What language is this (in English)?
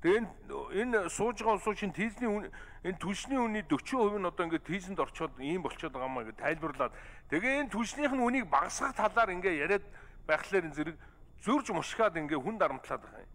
Mongolian